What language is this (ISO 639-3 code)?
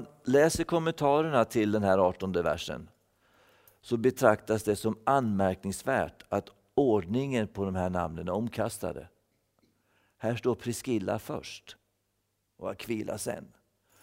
swe